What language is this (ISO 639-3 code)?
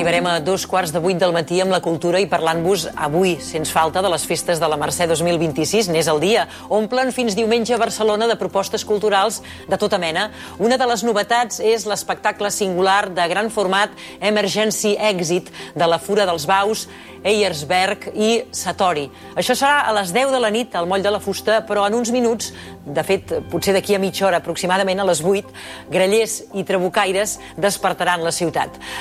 cat